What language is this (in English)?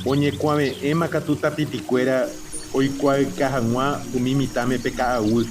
Guarani